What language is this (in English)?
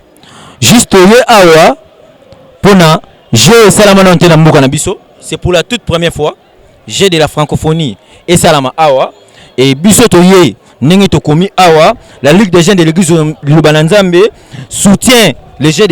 Lingala